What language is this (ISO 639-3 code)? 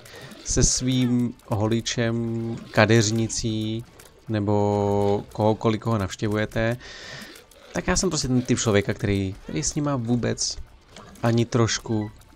ces